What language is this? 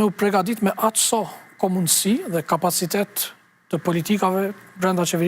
Albanian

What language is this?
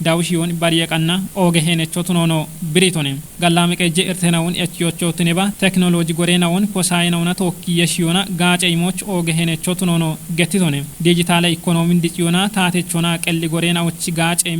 Kafa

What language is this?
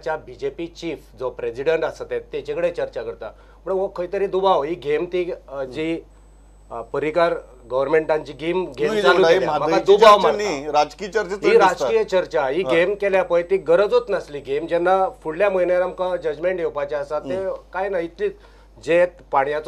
Konkani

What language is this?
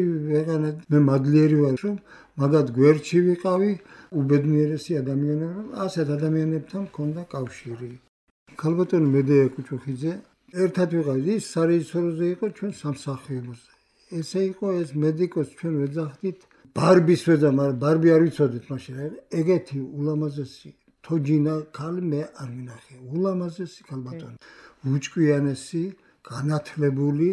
Georgian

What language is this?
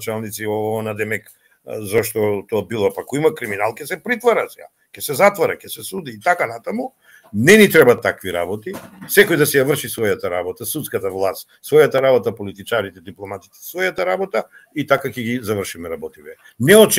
Macedonian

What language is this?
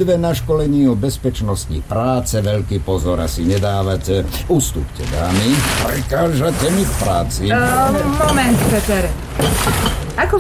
Slovak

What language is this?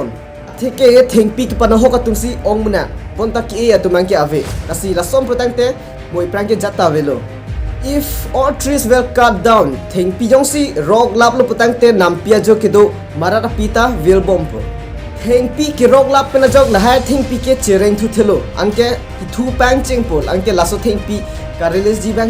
Karbi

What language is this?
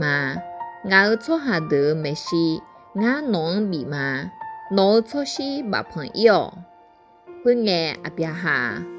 Akha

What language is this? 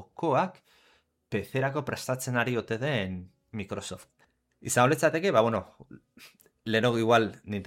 Basque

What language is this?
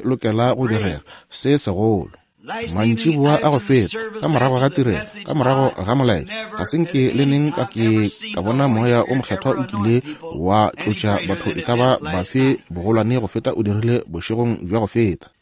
Northern Sotho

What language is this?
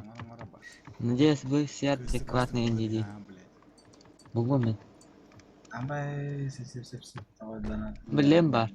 Yakut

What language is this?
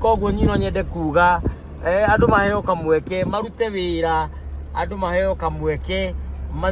Kikuyu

